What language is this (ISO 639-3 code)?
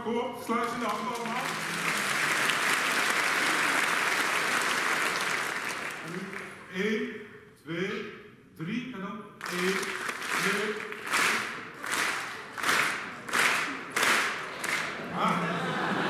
nld